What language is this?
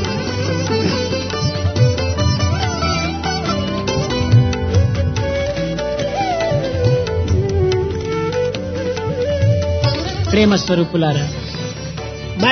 Telugu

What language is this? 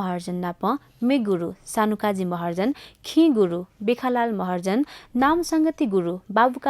Newari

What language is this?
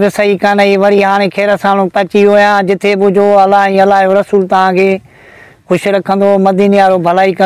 Sindhi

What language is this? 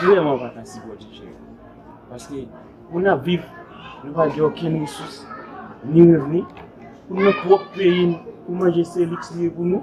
Haitian Creole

